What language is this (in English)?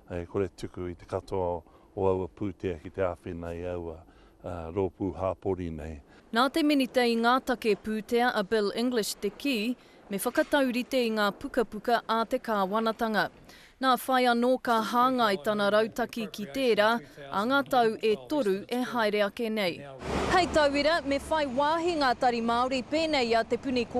Māori